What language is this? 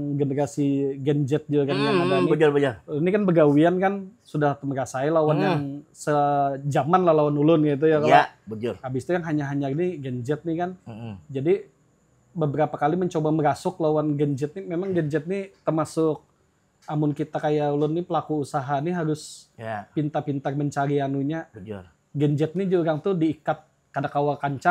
Banjar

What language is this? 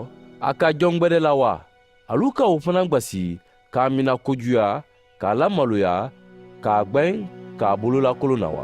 Mandingo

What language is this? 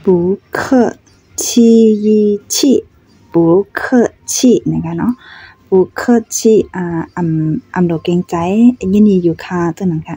Shan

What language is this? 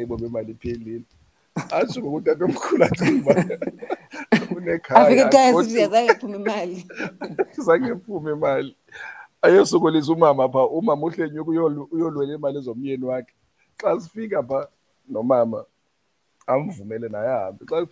Xhosa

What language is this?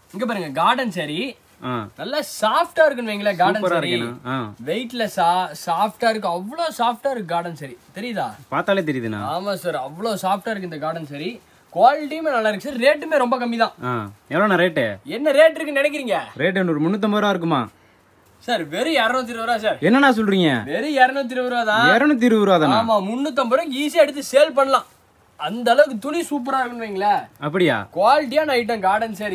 Tamil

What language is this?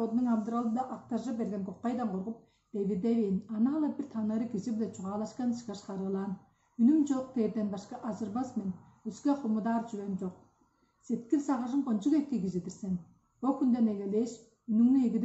Tuvinian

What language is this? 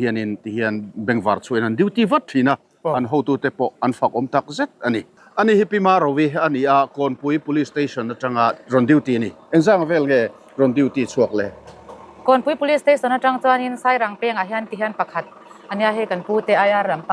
Mizo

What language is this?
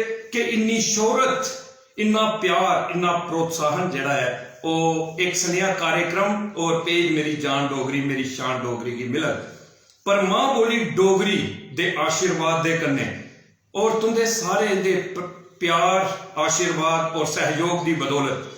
Dogri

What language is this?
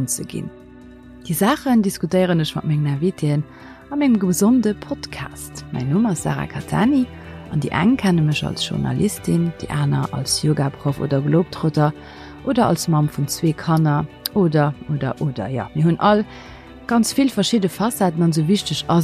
Luxembourgish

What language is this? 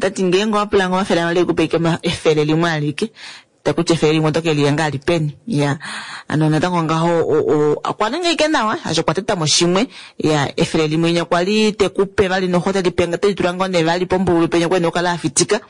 Kuanyama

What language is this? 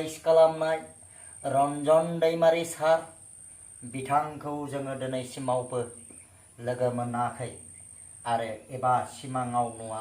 Bodo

